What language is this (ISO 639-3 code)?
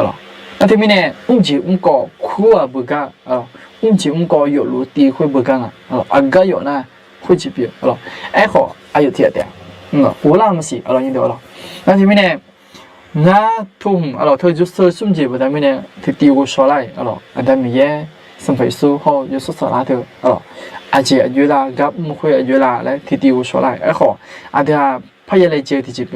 ahk